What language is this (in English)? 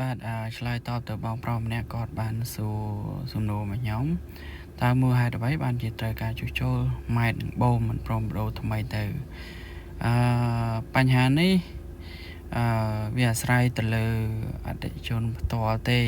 Khmer